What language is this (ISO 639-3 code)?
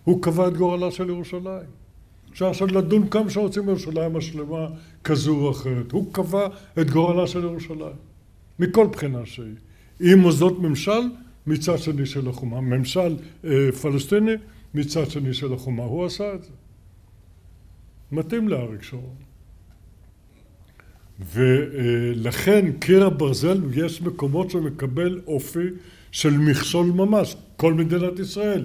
heb